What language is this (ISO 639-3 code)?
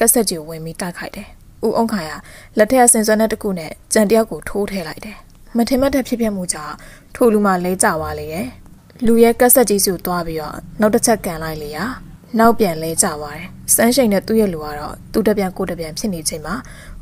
mya